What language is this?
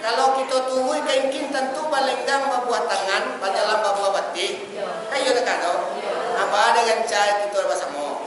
Minangkabau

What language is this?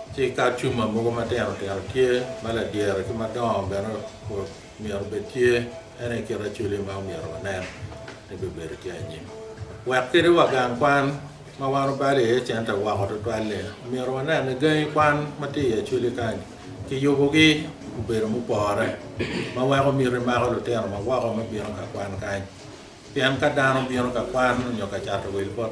Acoli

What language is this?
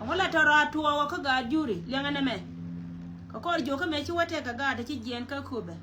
Nuer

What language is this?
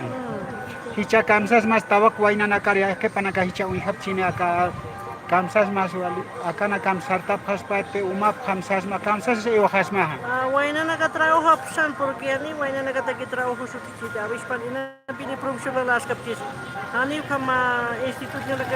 Aymara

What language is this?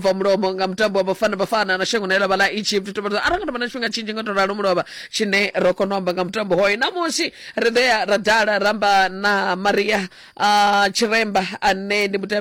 Venda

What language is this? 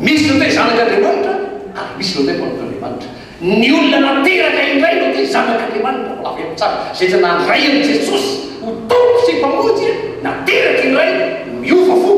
Malagasy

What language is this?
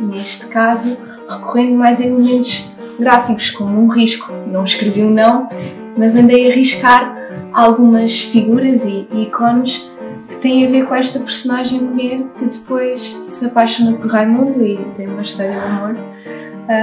Portuguese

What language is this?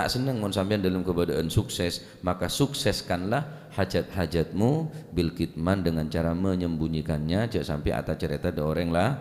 Madurese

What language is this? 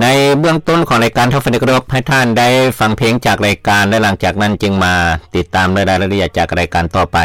Lao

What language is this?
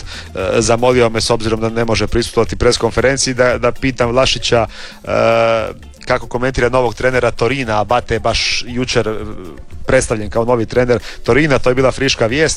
Croatian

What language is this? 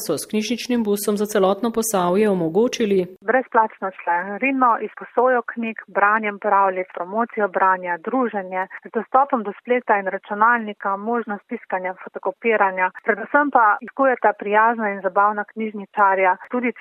Slovenian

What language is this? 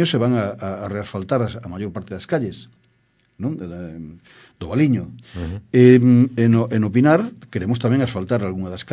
Galician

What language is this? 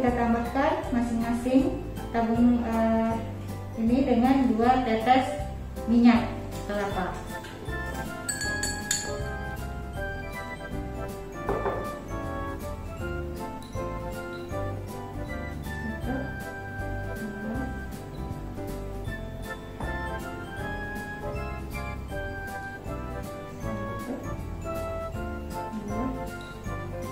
Indonesian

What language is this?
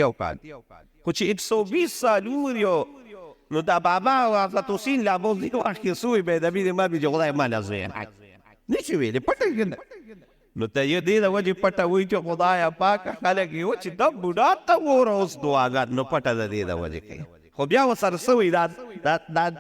Pashto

